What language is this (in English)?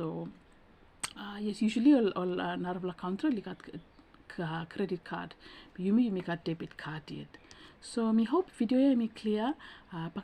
Bislama